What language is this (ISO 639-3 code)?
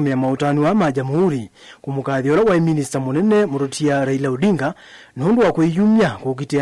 kam